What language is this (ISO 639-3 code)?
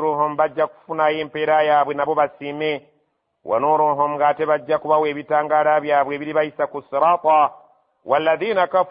lug